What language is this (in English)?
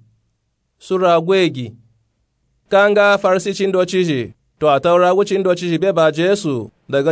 Nupe-Nupe-Tako